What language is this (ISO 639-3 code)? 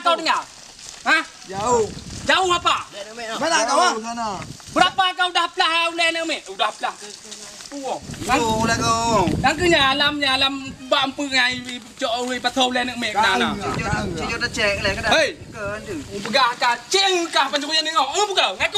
ace